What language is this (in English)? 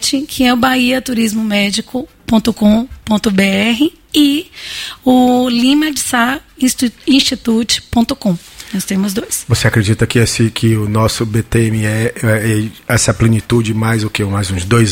Portuguese